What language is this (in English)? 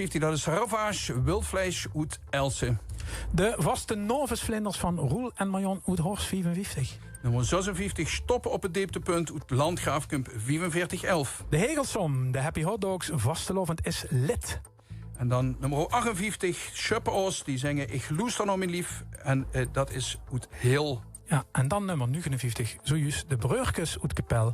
Limburgish